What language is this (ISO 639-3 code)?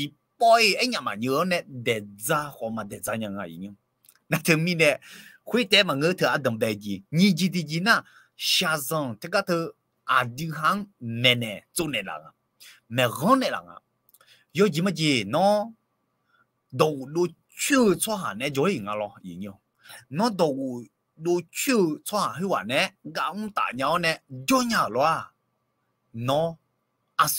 ahk